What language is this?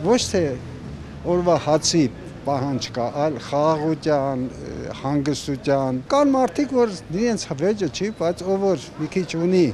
Armenian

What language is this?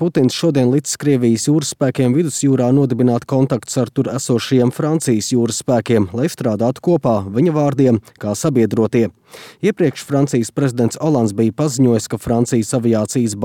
Latvian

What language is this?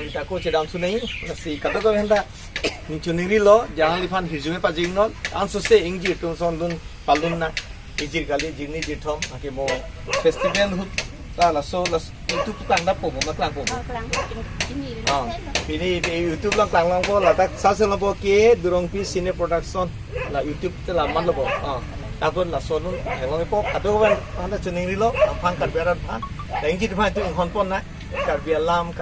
Karbi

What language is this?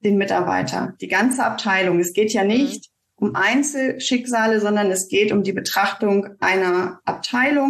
German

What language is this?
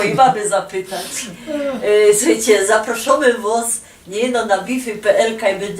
Silesian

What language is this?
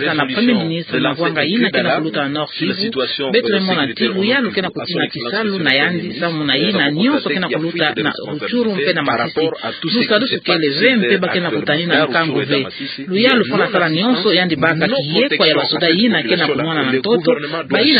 Kituba (Democratic Republic of Congo)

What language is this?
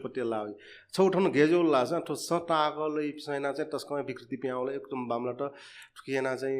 Newari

